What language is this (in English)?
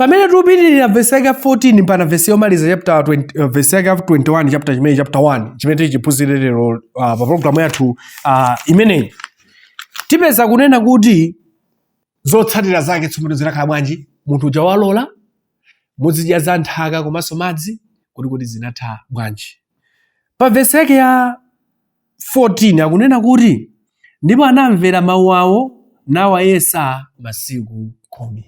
Nyanja